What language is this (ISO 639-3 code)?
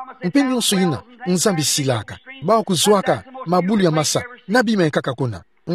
ktu